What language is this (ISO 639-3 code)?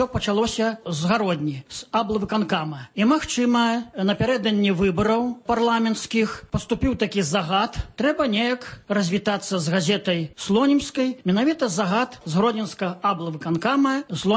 bel